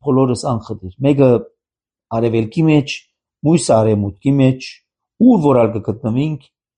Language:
Armenian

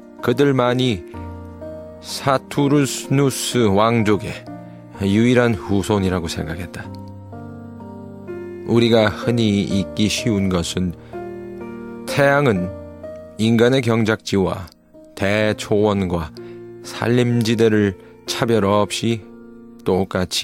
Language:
Korean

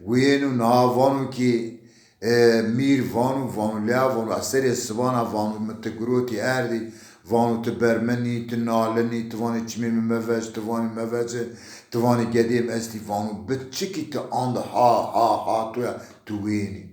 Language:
Zaza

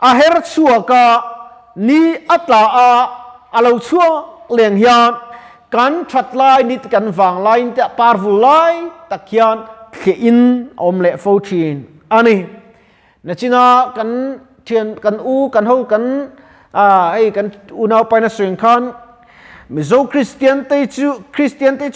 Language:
Mizo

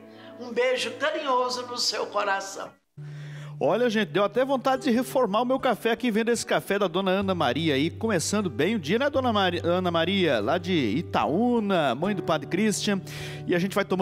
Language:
Portuguese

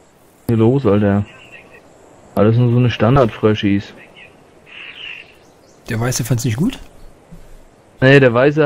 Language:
German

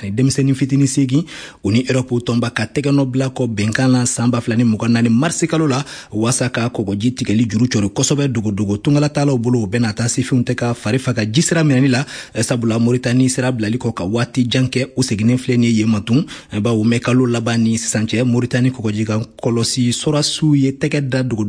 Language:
Bambara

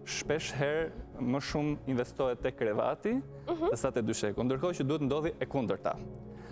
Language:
Albanian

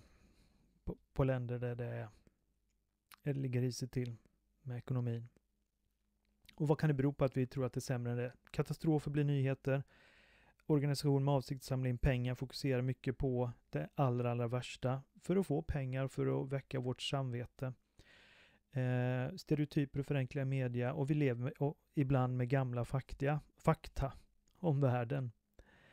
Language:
Swedish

